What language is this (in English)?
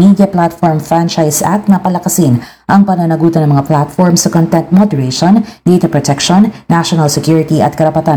Filipino